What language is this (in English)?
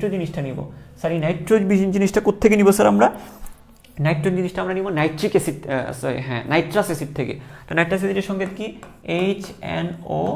Bangla